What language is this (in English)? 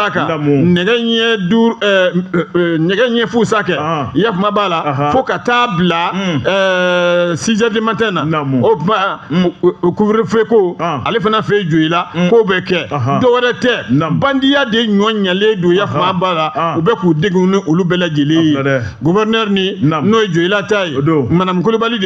Bambara